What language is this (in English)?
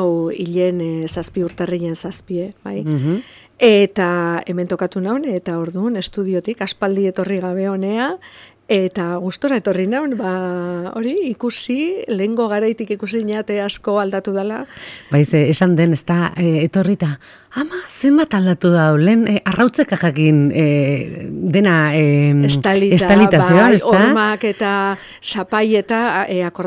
Basque